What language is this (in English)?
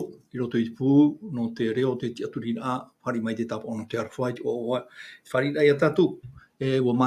Tahitian